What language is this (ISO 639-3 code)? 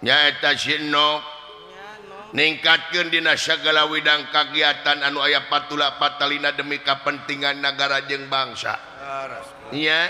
sun